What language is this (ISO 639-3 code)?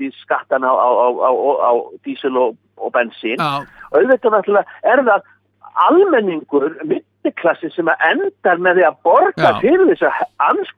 isl